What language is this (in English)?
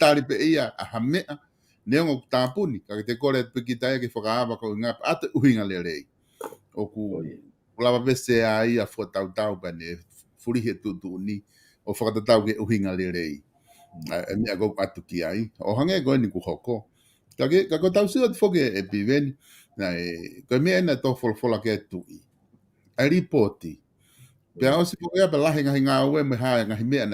Tongan